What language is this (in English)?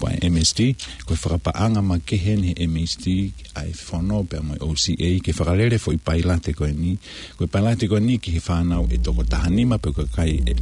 Tongan